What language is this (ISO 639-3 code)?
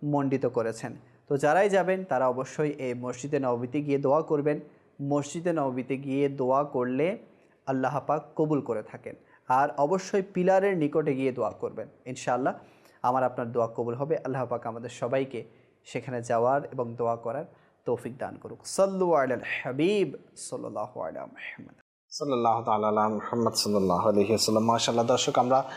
ben